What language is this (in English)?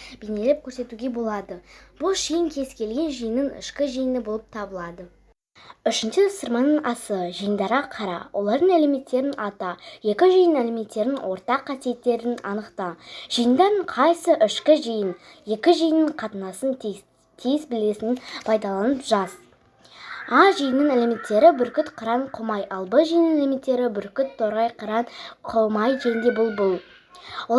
Kazakh